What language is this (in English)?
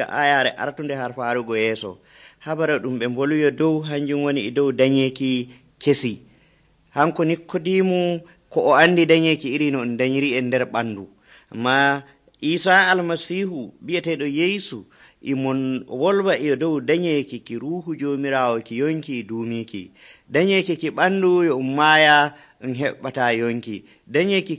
Nigerian Fulfulde